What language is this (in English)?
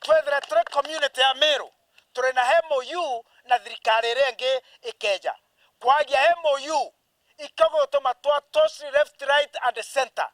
Meru